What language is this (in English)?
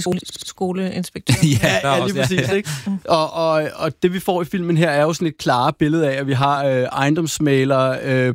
Danish